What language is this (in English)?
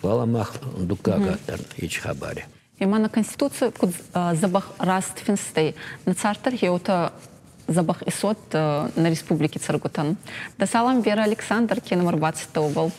Ossetic